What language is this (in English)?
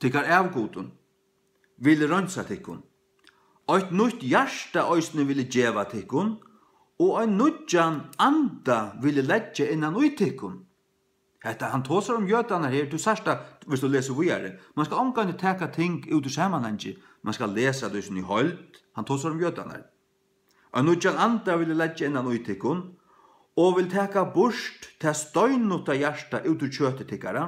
Faroese